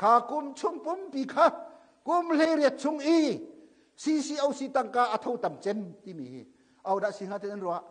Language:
Hakha Chin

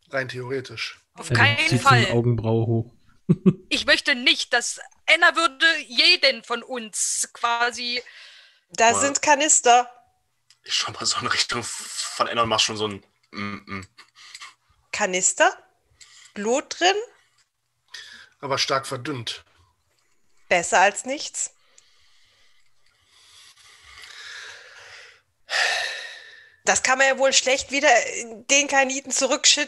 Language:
German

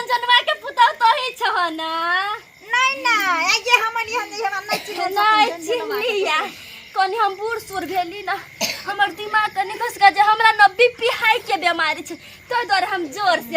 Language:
Maithili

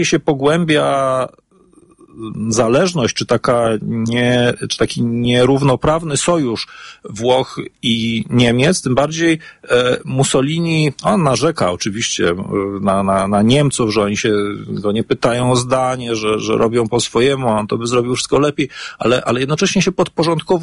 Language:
Polish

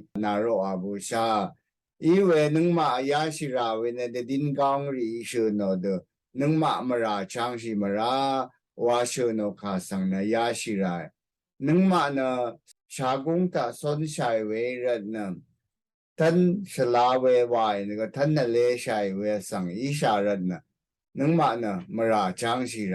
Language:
Rawang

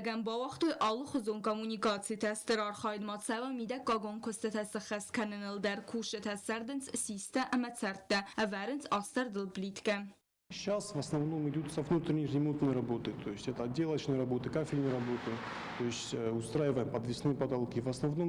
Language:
Ossetic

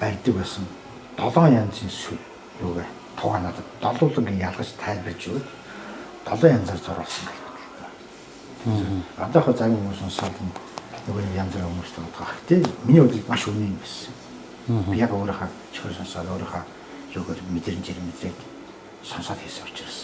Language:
Mongolian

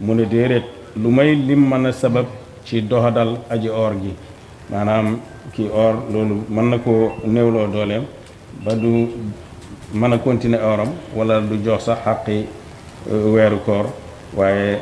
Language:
Wolof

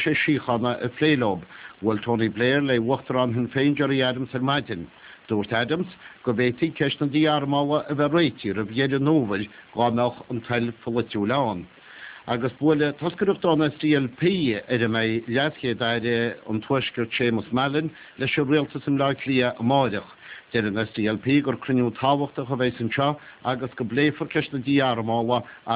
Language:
Irish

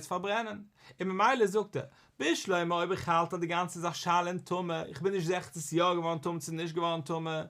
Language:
Yiddish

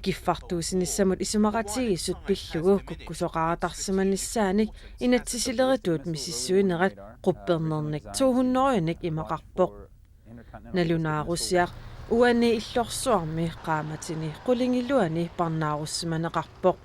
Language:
Kalaallisut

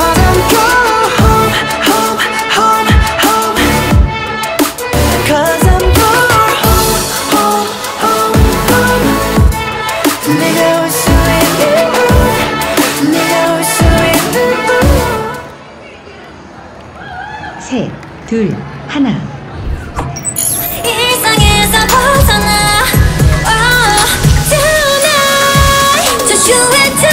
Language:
Korean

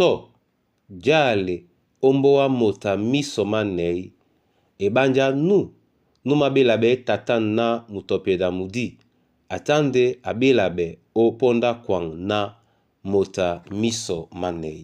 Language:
Duala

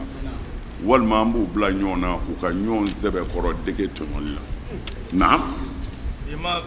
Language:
Bambara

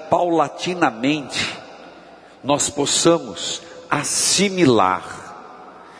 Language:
Portuguese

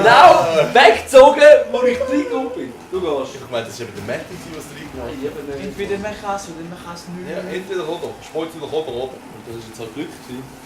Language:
Swiss German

